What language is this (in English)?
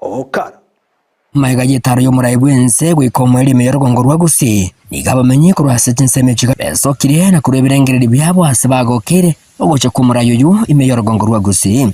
Gusii